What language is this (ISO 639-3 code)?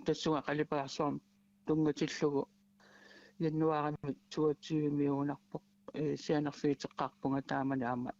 kal